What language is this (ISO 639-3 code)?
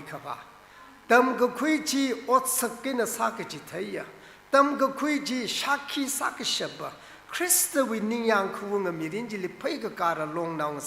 nmf